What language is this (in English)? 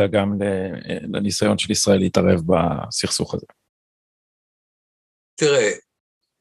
Hebrew